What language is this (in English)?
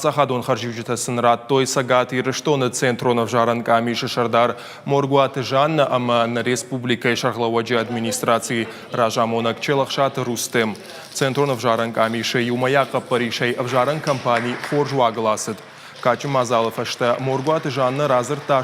Ossetic